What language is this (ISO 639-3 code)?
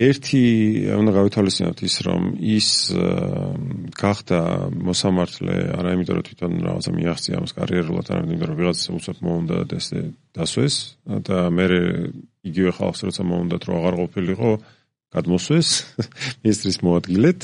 kat